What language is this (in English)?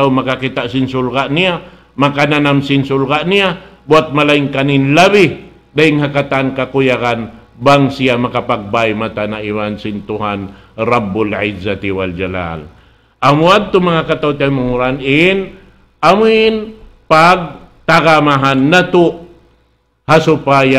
Tausug